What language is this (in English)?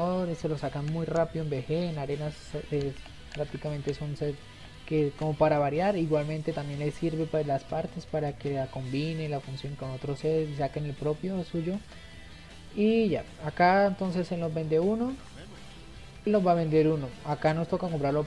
Spanish